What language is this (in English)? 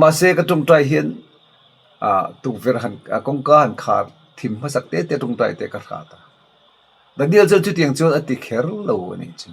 Mizo